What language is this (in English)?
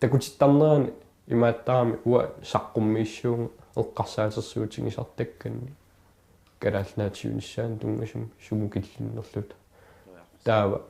Kalaallisut